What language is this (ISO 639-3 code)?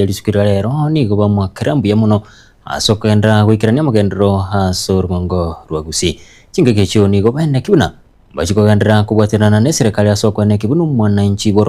guz